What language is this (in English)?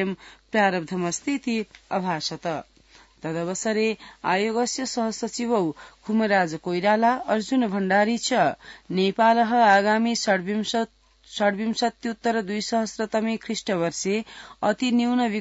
Sanskrit